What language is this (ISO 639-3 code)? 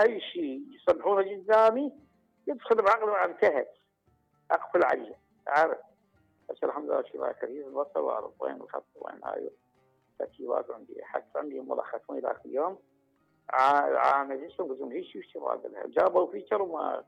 acm